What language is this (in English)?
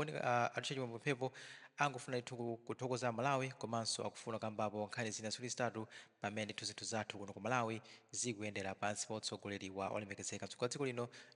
Nyanja